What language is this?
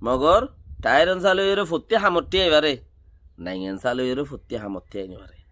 Rohingya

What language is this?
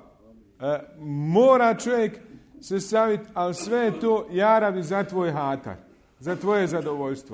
Bosnian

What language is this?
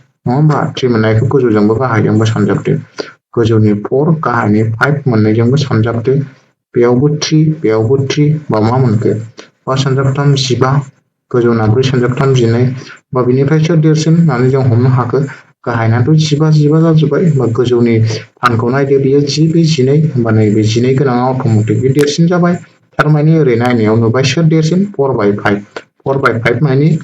Bodo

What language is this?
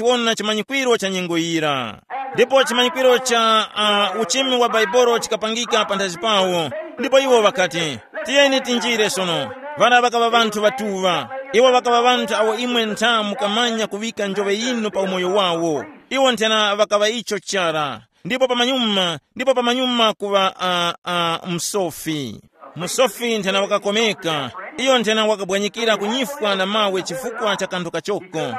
Tumbuka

